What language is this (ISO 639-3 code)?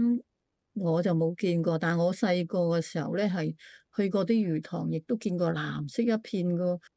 yue